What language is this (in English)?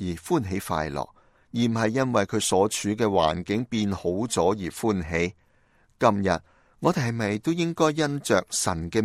Cantonese